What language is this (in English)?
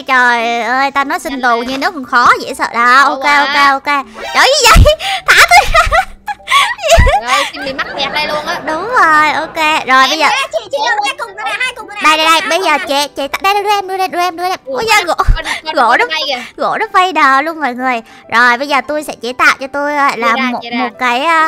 Vietnamese